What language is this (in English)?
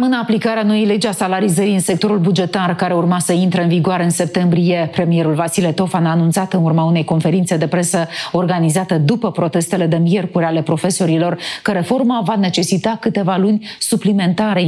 Romanian